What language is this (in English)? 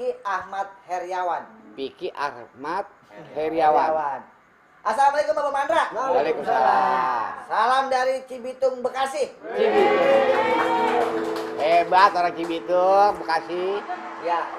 Betawi